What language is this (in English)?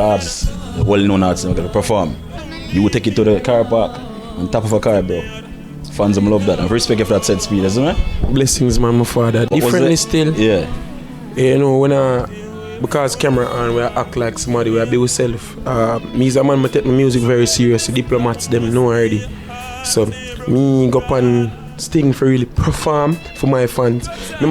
Jamaican Creole English